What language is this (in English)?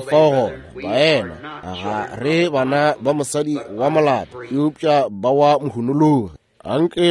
Northern Sotho